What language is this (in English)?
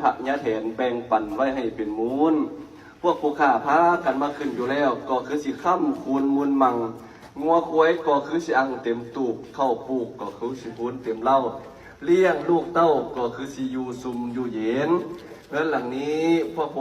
Lao